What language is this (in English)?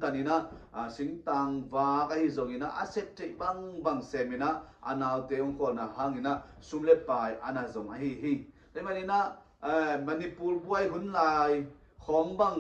Tedim Chin